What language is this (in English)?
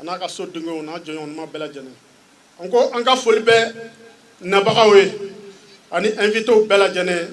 Bambara